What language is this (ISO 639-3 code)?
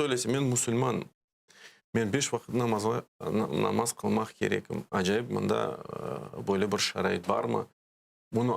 crh